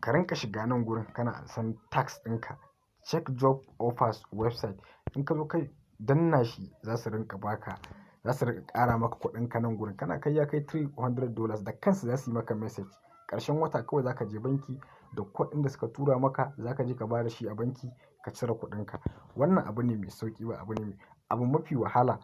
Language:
Hausa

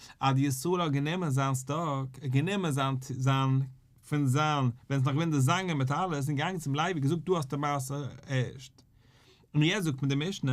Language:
Yiddish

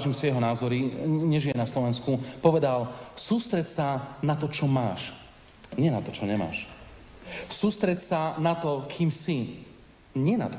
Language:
Slovak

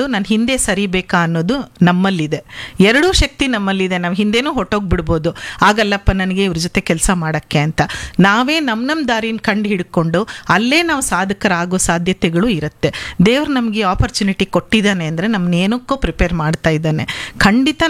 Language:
Kannada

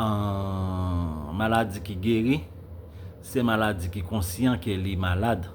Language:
Haitian Creole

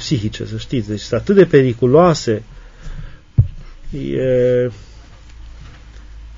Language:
Romanian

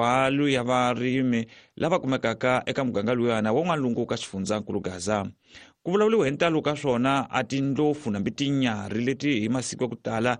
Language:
Tsonga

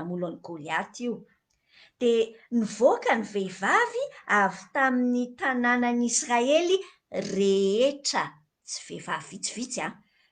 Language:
Malagasy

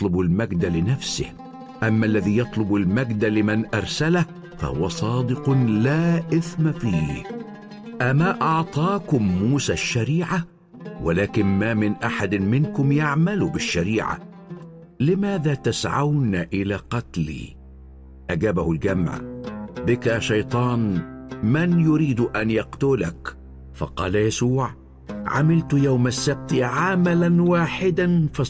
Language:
Arabic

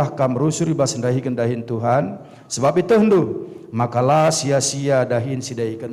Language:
Batak Karo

